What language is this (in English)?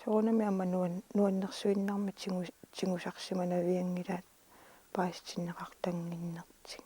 Kalaallisut